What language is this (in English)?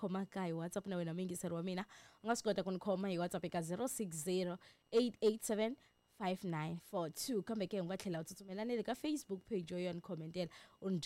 Tsonga